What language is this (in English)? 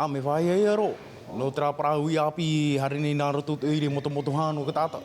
Tahitian